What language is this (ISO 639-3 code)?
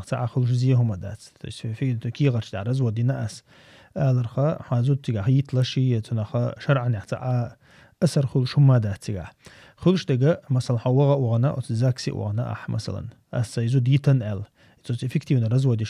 che